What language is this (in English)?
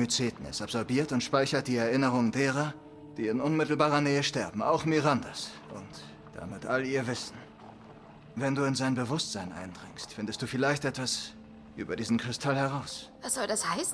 Bavarian